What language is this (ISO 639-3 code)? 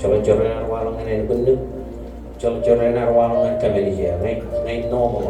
mah